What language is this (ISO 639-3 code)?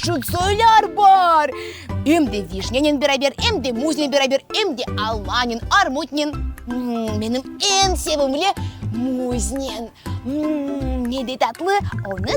crh